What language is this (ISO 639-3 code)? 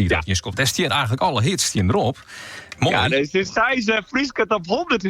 fry